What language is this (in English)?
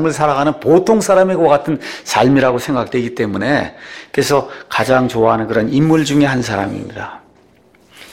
Korean